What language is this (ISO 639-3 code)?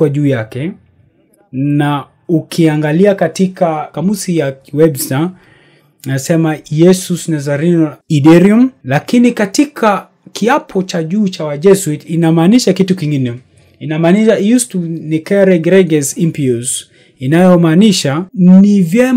swa